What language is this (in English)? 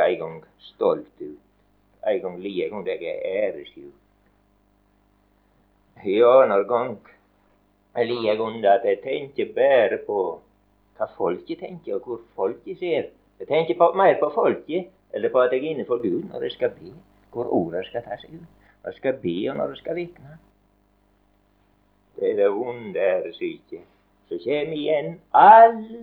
Norwegian